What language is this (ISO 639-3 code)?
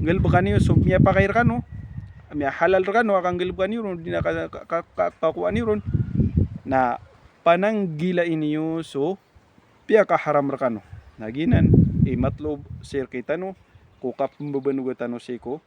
mrw